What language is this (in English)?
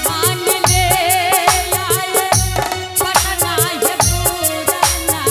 Angika